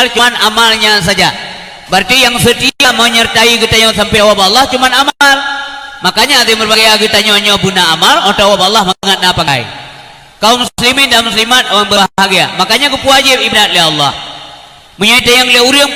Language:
Achinese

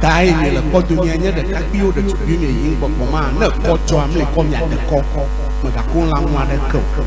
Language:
Ewe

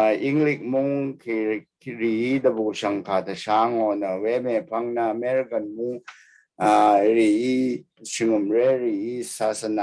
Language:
Rawang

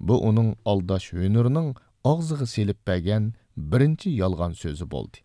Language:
Uyghur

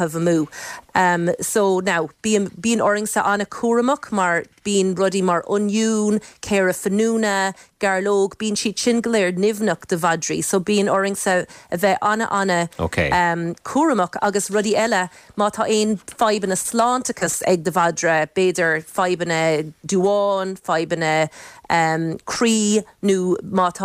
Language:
Irish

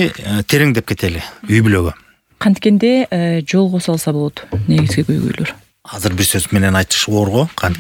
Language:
Kyrgyz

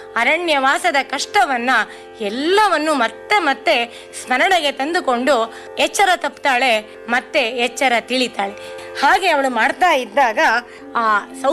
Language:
Kannada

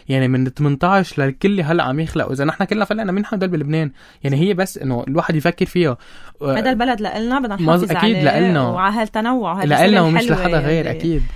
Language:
North Levantine Arabic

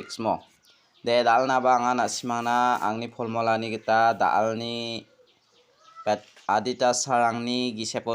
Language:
Garo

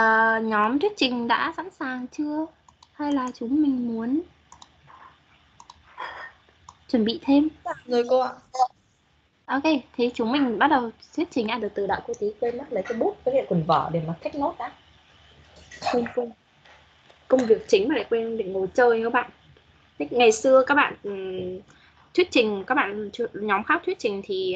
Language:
Vietnamese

